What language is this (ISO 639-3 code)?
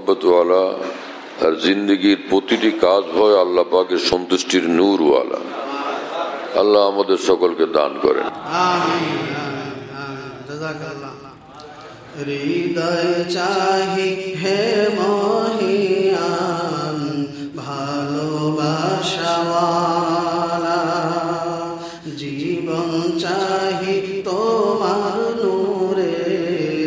ben